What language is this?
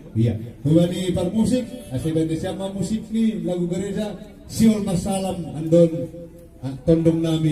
Batak Simalungun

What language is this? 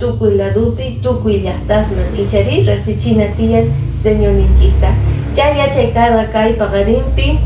Quechua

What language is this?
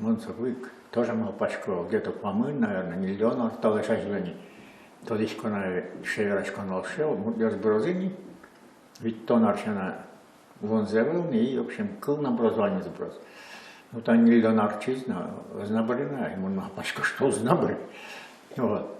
Udmurt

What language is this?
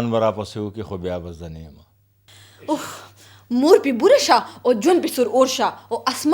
Pashto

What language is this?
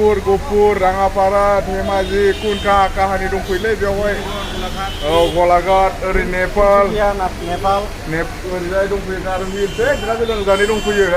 Bodo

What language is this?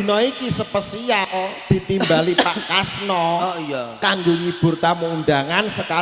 Javanese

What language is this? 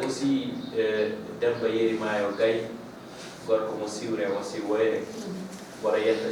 Fula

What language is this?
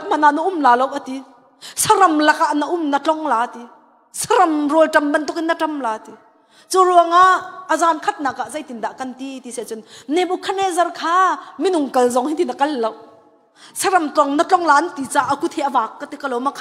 Hakha Chin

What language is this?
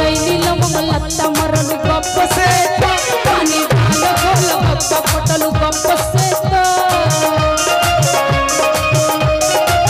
Bhojpuri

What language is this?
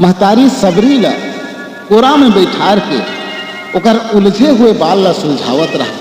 Chhattisgarhi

